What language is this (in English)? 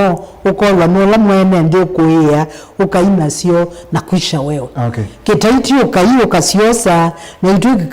Kamba